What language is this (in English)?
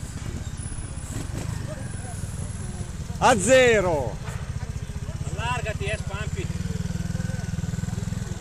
Italian